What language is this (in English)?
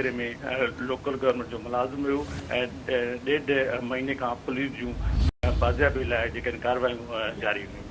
Sindhi